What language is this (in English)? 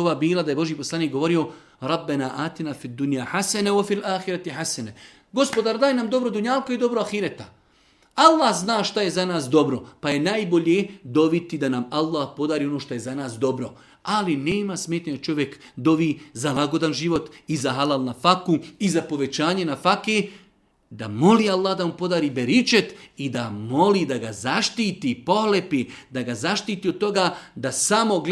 Bosnian